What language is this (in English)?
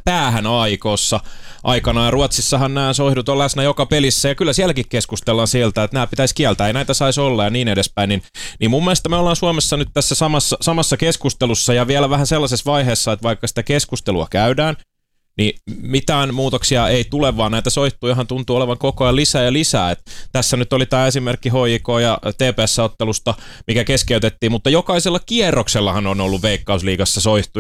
Finnish